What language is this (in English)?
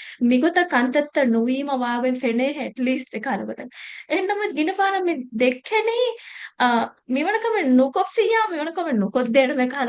Divehi